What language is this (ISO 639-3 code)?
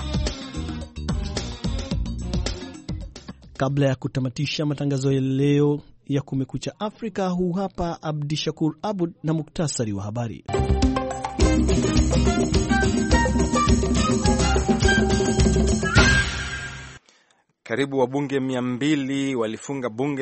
swa